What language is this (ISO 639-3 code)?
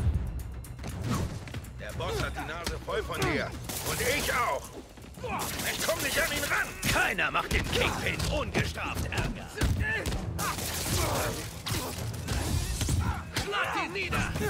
deu